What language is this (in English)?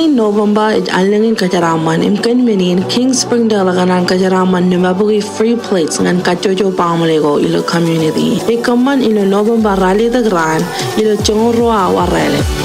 Marshallese